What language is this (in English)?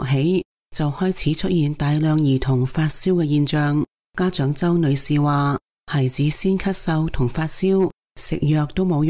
Cantonese